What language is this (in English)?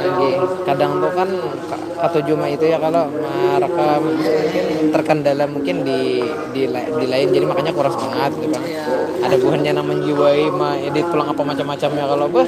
Banjar